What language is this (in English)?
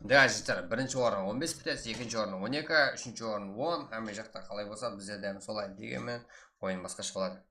Kara-Kalpak